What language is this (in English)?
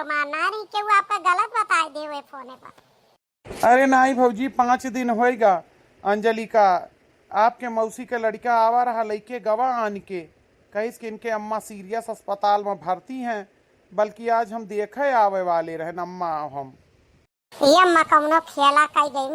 Awadhi